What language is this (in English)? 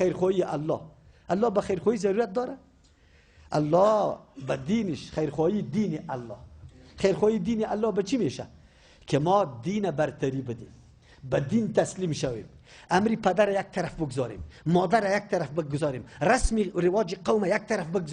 Persian